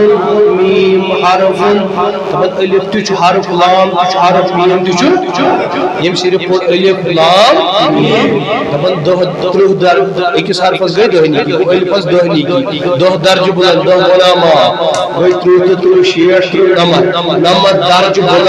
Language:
Kashmiri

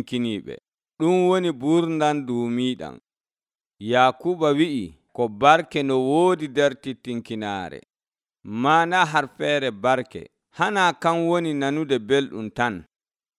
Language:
Nigerian Fulfulde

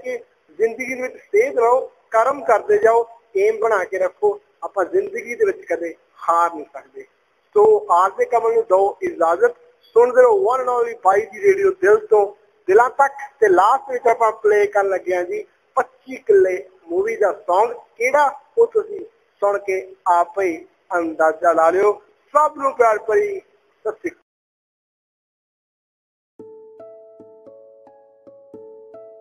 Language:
Punjabi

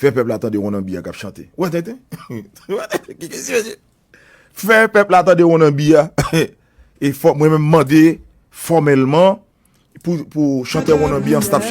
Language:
Haitian Creole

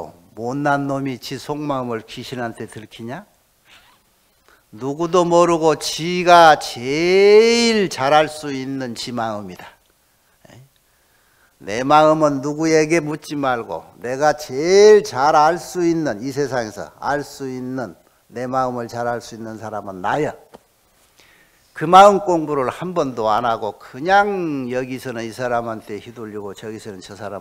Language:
Korean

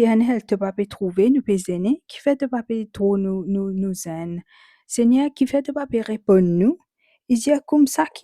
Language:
Morisyen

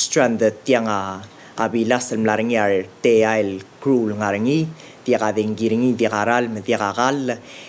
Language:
Palauan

